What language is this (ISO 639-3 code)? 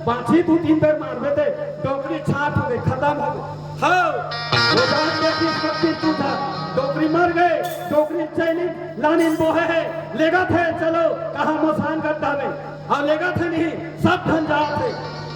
hne